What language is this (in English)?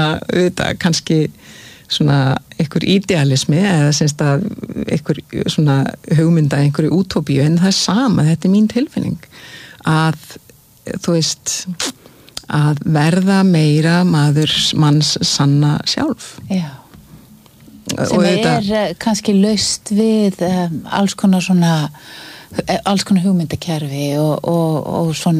Icelandic